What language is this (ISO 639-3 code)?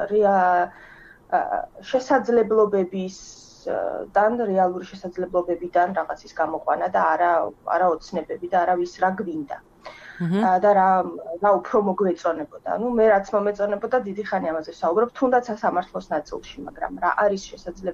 kat